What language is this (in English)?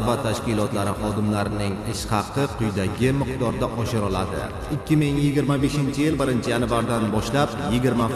Uzbek